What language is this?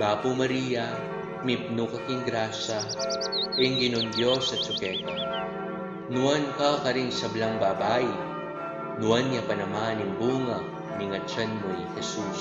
Pampanga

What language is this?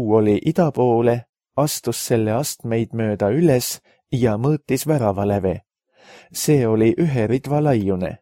Estonian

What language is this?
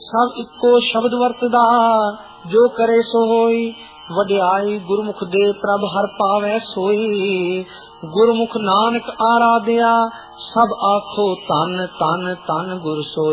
Punjabi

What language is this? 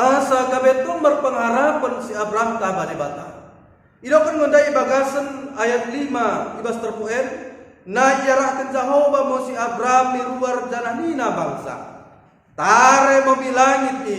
Batak Dairi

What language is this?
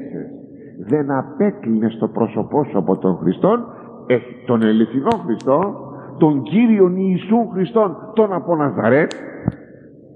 Greek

